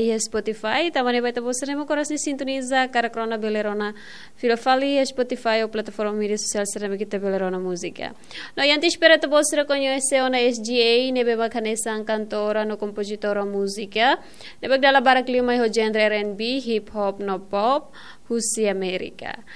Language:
Tetum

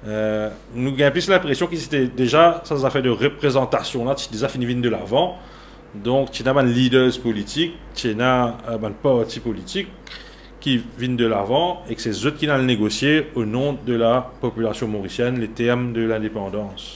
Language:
Morisyen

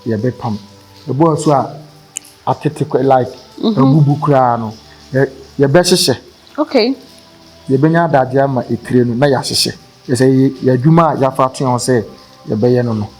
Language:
Akan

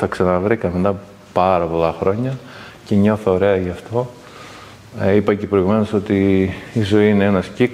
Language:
Greek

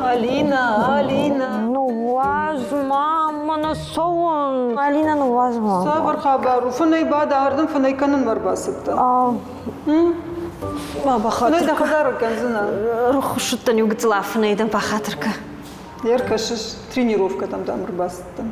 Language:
Ossetic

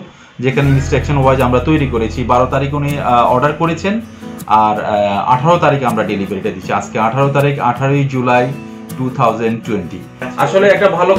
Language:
Bangla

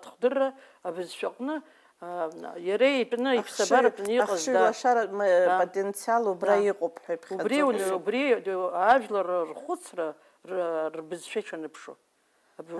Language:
Abkhazian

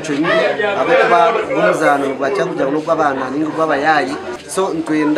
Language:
Nyankole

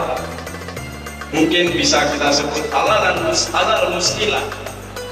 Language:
Indonesian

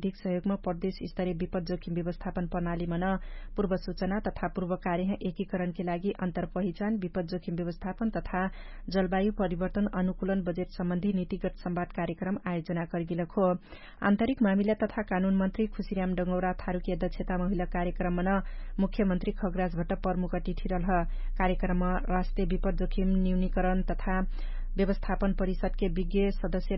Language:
Dangaura Tharu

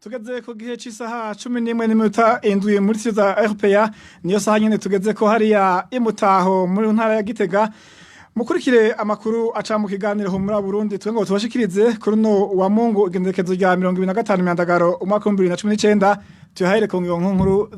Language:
Rundi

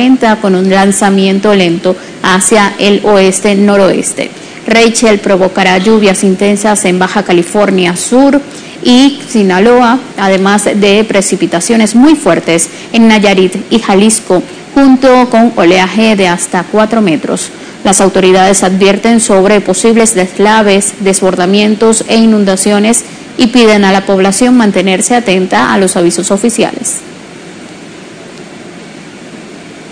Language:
Spanish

